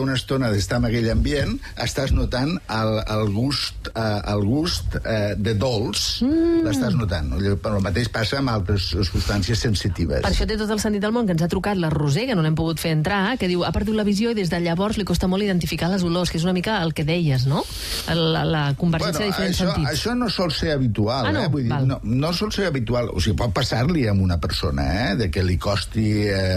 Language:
Catalan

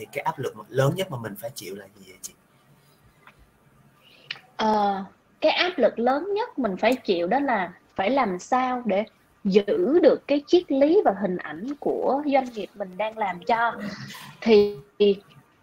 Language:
Vietnamese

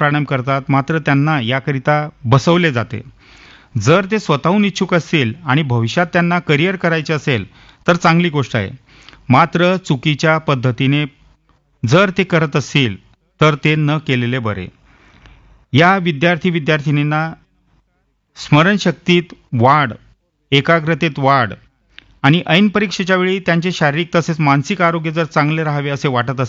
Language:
Marathi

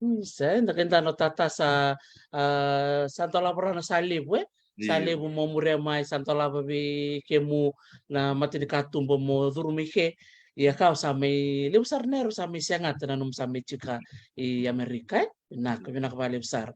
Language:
Fijian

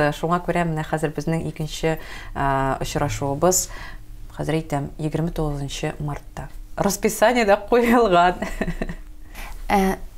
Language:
Tatar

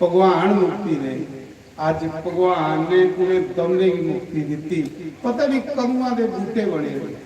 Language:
Dogri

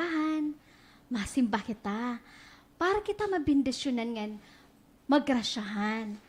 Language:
Waray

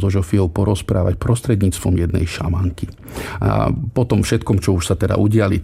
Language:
Slovak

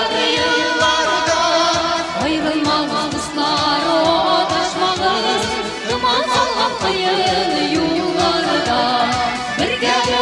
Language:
Tatar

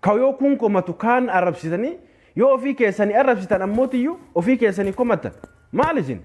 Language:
Oromo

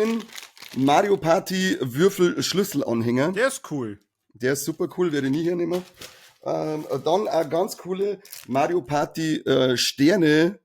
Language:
Bavarian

